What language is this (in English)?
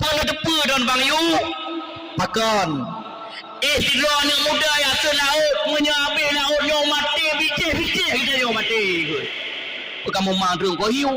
Achinese